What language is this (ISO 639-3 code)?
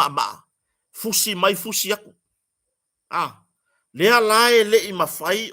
smo